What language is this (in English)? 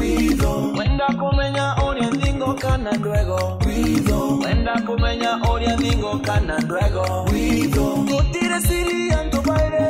Meru